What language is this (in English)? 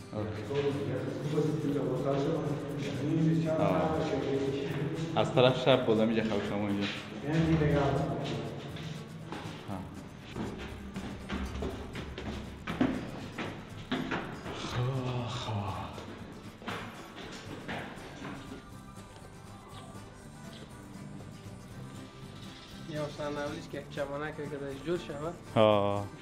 Persian